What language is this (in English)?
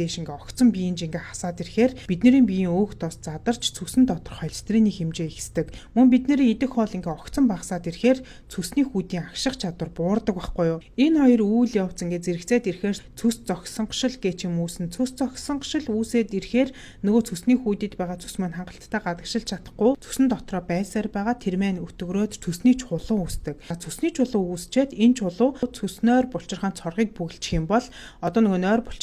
Mongolian